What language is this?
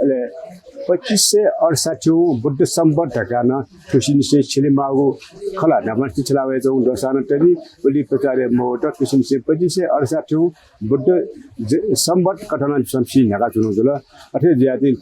Newari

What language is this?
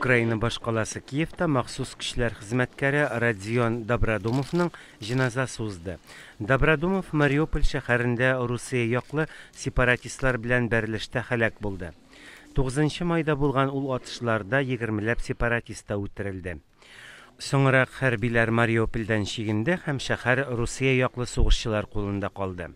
Tatar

